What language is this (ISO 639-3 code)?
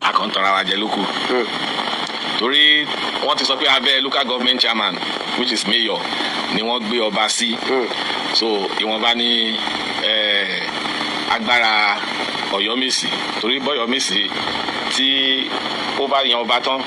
yor